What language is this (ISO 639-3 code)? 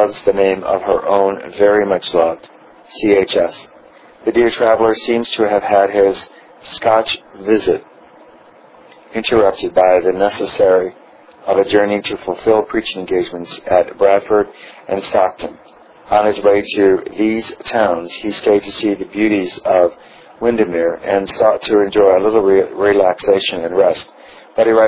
eng